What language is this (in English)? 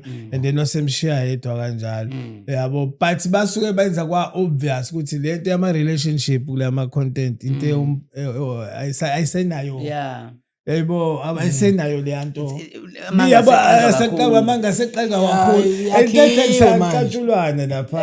Zulu